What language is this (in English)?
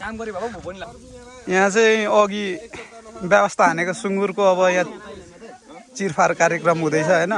Nepali